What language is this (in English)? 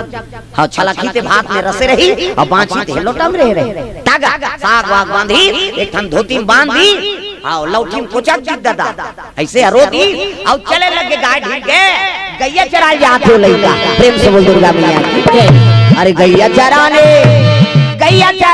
Chhattisgarhi